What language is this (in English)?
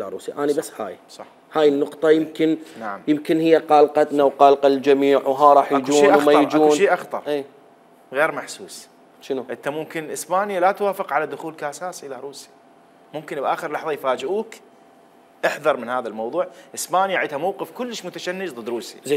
Mesopotamian Arabic